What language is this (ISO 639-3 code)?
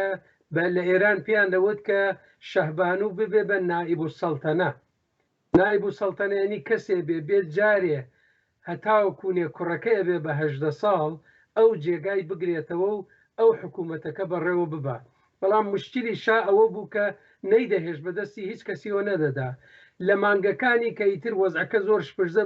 ckb